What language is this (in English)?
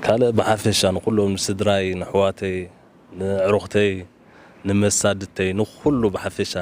Tigrinya